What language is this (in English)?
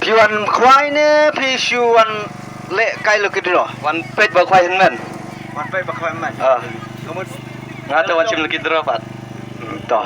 Khasi